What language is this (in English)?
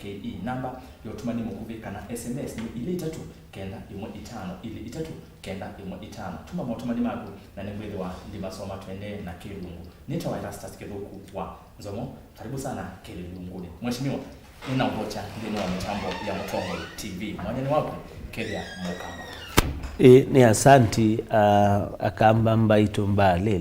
Kamba